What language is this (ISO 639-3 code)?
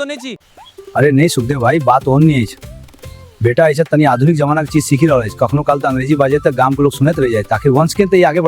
mai